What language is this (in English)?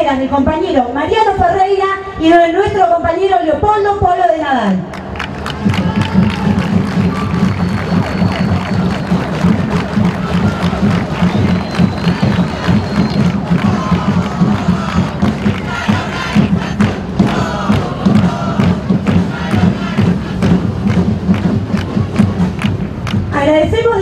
Spanish